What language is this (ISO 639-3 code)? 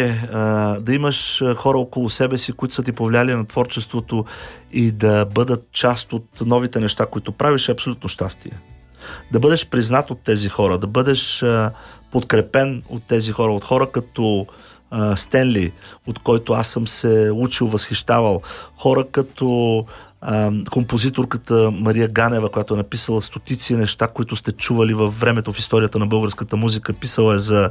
bul